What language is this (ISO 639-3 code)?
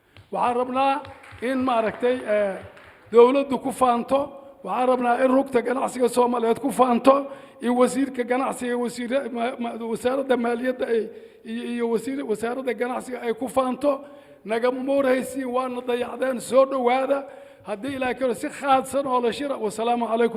som